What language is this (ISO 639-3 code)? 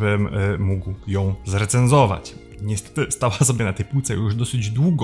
pol